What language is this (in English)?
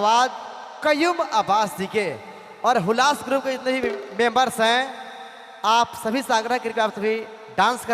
Sadri